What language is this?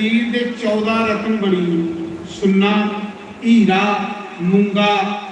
Dogri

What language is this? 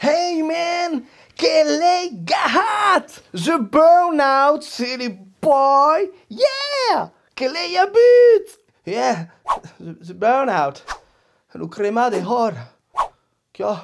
Occitan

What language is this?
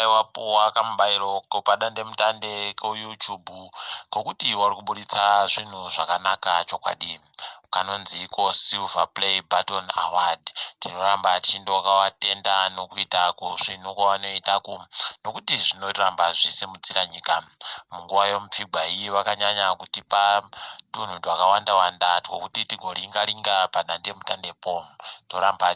Ndau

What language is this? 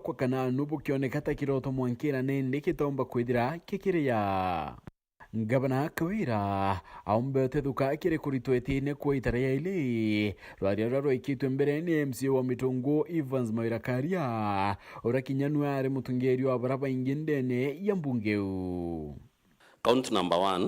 Meru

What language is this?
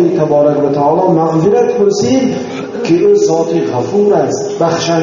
Tajik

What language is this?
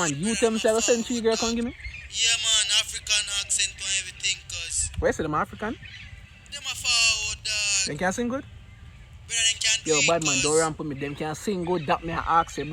Jamaican Creole English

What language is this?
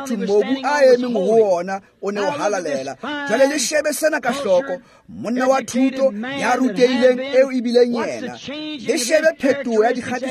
Tswana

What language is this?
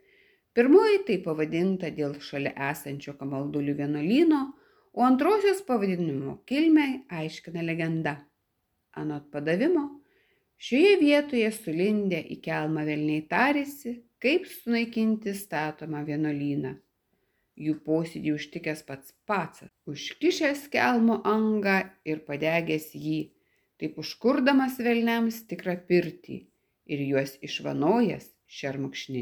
Lithuanian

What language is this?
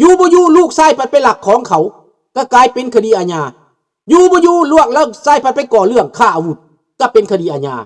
Lao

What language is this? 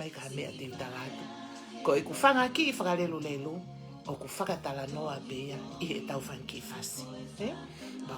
Tongan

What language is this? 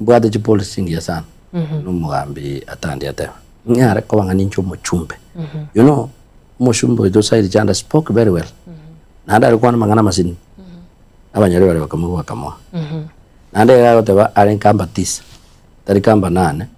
Gusii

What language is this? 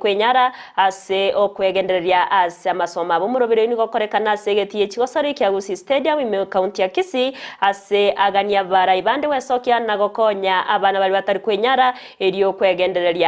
Gusii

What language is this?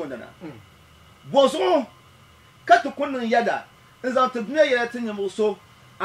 Dagbani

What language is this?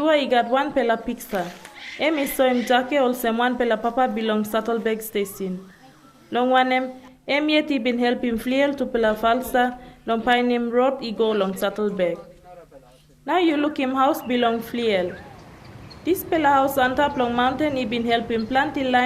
Tok Pisin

